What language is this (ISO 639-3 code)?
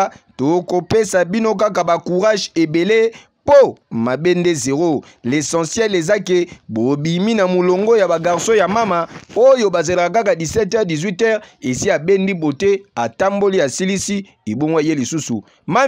lin